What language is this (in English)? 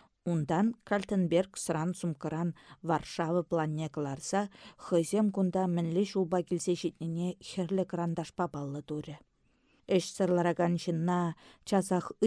Chuvash